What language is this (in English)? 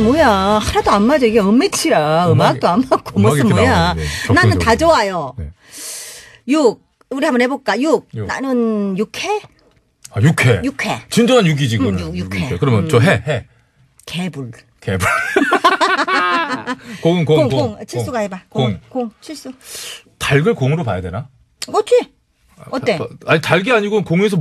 Korean